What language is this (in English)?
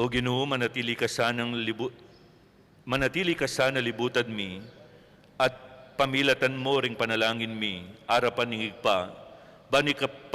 Pampanga